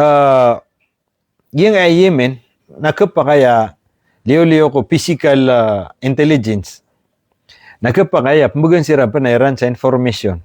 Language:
Maranao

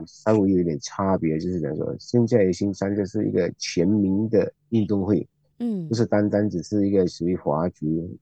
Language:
Chinese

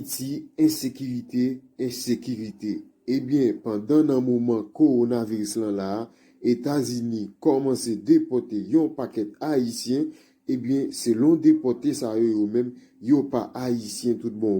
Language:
Haitian Creole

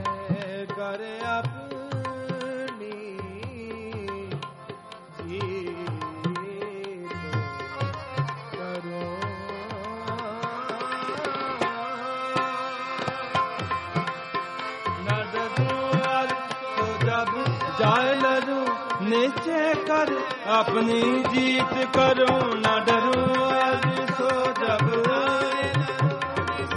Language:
Punjabi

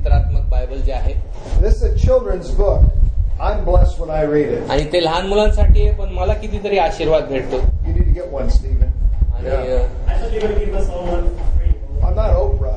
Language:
Marathi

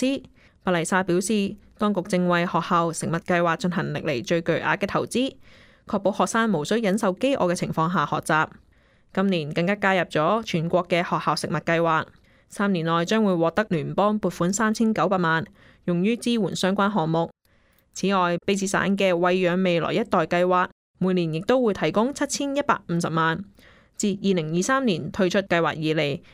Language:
Cantonese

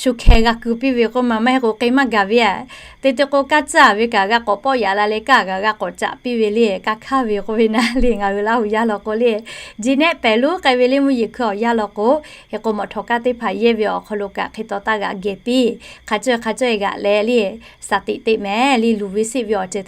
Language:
Lahu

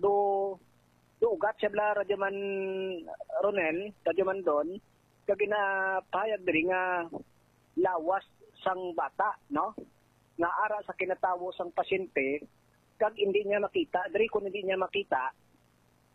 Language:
Hiligaynon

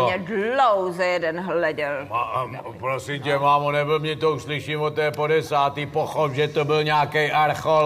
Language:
Czech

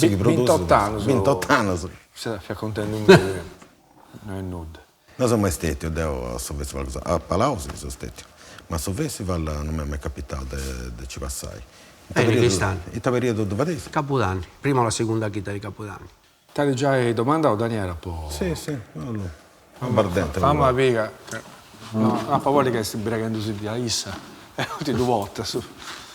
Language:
Sardinian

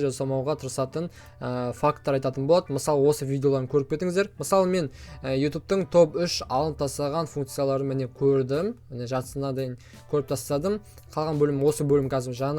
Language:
Kazakh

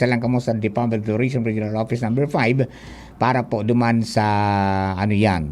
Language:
Bikol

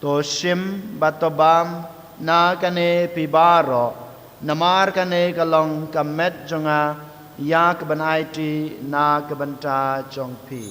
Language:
Khasi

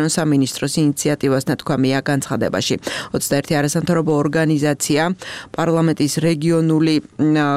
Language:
Georgian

